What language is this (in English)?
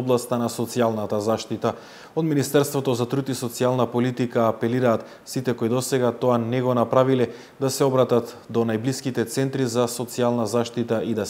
Macedonian